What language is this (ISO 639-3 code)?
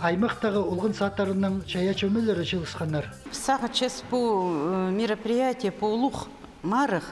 kjh